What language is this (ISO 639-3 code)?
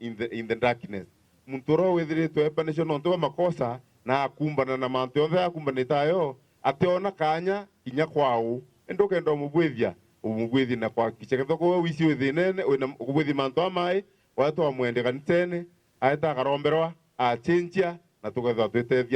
mer